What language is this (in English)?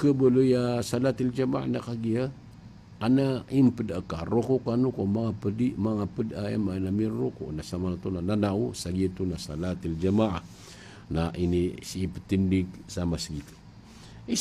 Maranao